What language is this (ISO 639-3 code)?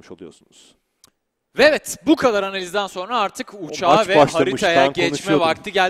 tur